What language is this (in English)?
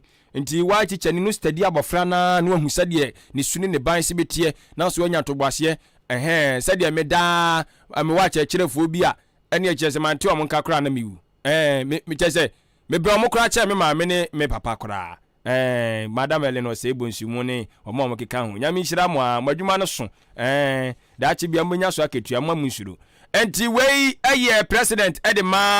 Akan